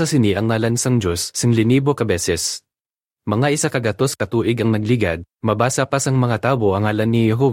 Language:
Hiligaynon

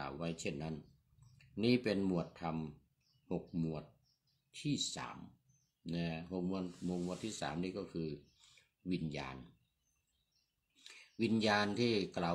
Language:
Thai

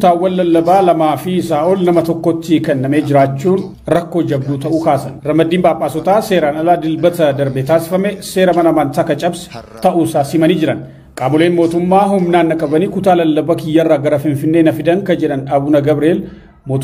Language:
Oromo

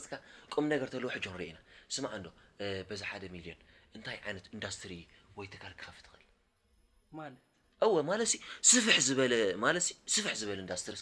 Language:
Tigrinya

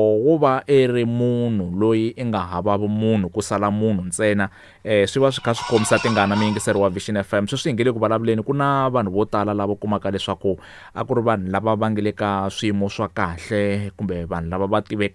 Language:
Tsonga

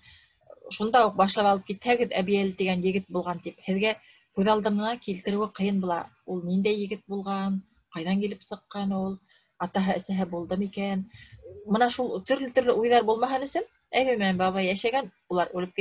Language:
Bashkir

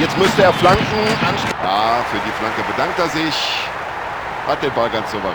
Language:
Bavarian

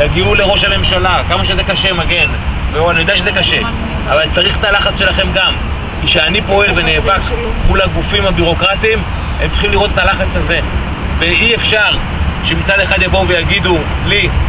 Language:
Hebrew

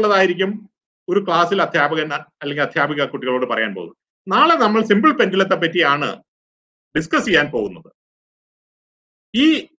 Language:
Malayalam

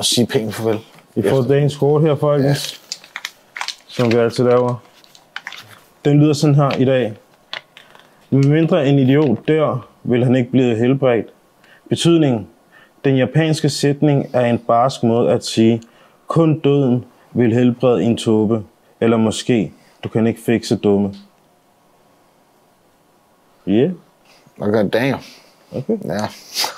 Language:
Danish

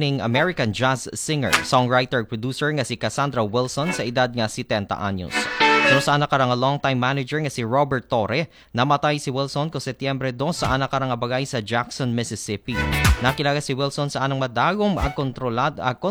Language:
Aklanon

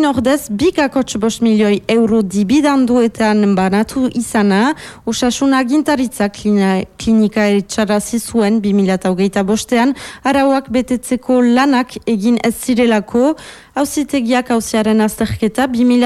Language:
Basque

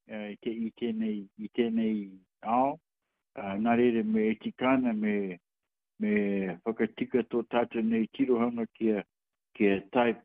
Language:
Māori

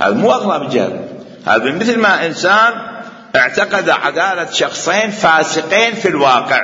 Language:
Mesopotamian Arabic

